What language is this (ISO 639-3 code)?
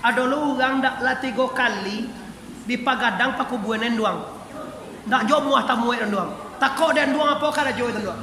min